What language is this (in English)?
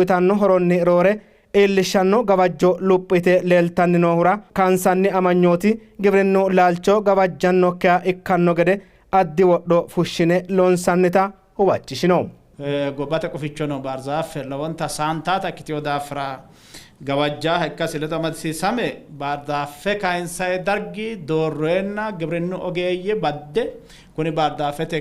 Sidamo